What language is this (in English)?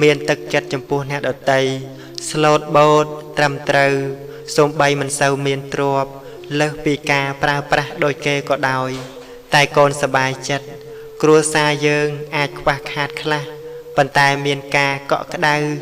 Khmer